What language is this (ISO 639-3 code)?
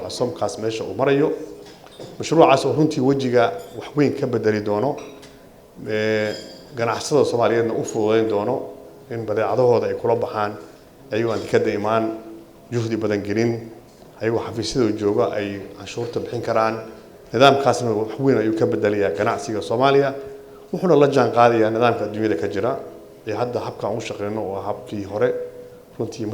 som